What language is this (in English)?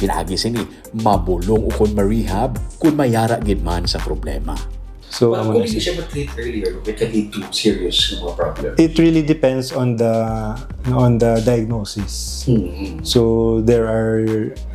Hiligaynon